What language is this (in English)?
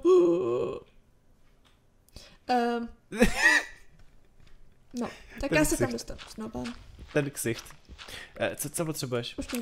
Czech